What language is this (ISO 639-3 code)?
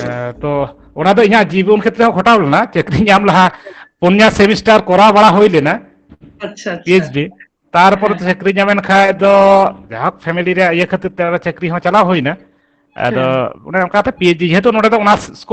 sat